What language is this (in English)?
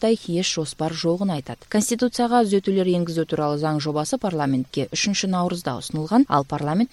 Kyrgyz